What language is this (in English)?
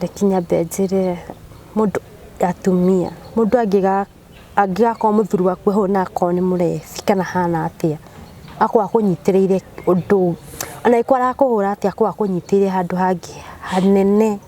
Kikuyu